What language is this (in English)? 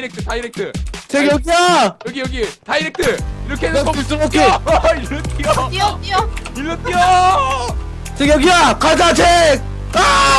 Korean